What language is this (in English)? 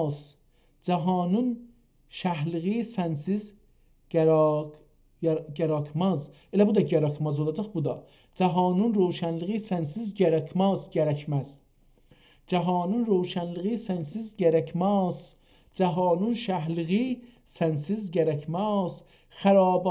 South Azerbaijani